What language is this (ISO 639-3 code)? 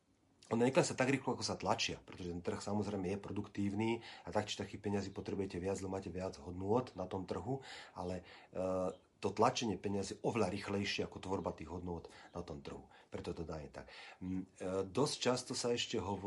slk